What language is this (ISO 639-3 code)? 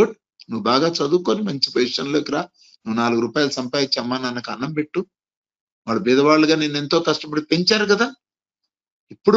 tel